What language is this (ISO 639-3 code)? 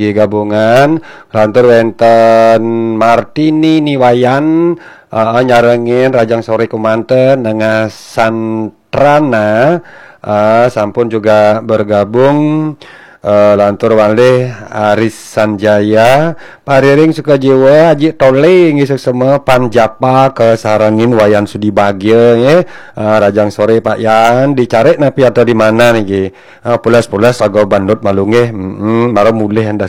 ban